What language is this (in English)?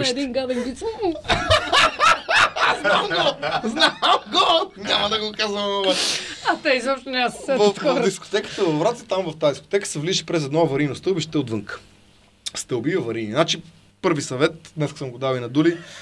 Bulgarian